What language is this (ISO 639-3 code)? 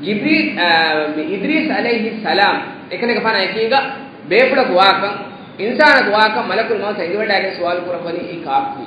div